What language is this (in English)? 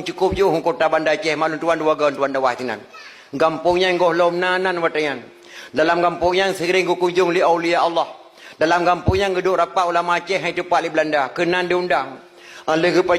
Achinese